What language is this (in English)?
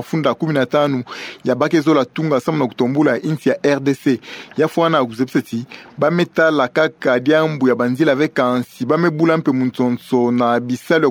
Kituba (Democratic Republic of Congo)